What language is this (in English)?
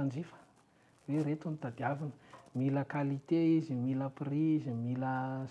Malagasy